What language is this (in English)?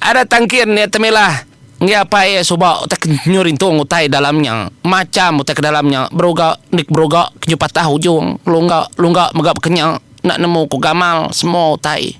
Iban